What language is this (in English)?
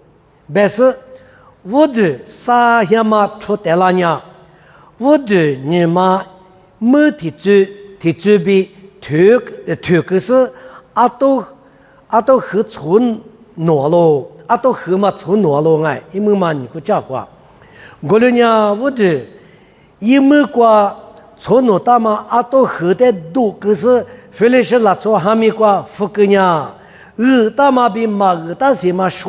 Lisu